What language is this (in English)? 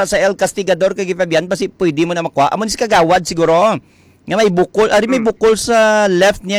Hiligaynon